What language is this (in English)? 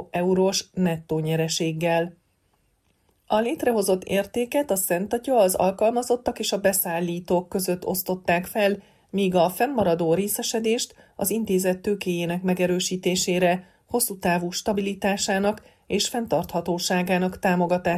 Hungarian